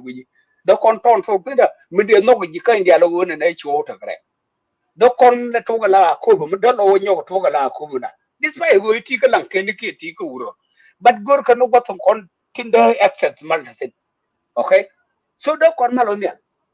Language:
Nuer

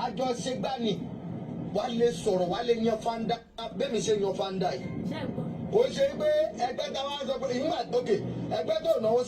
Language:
Yoruba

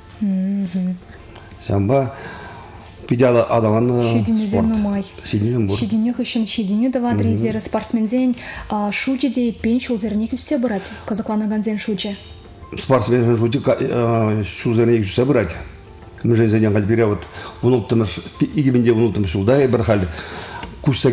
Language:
Chuvash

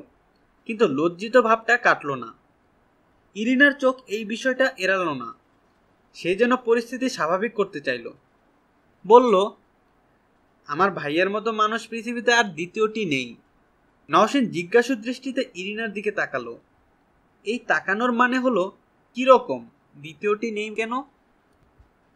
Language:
Bangla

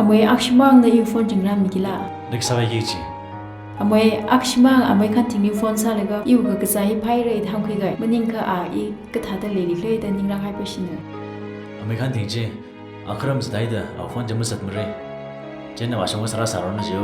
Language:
Tangkhul Naga (India)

